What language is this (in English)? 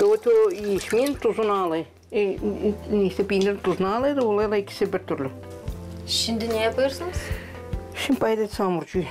Gagauz